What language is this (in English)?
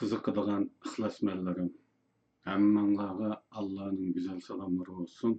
Uyghur